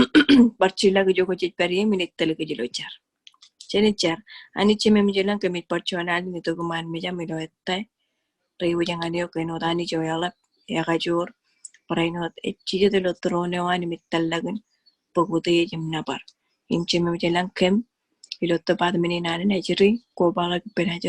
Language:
Marshallese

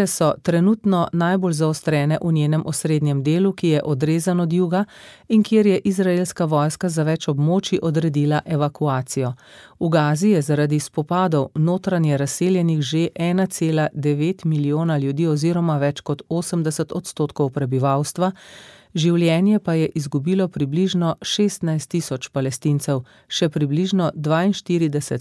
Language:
Slovenian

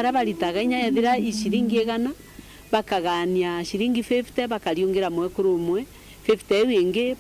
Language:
Meru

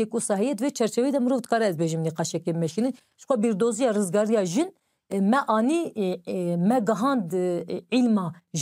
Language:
Kurdish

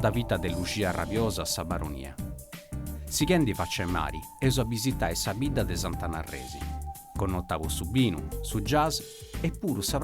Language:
Sardinian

